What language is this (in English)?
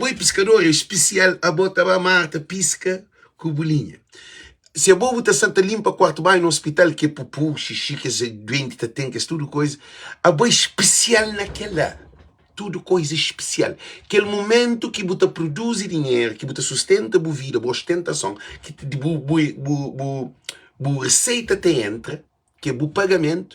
Kabuverdianu